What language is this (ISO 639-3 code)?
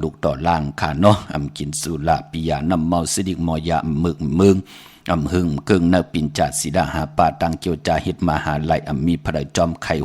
shn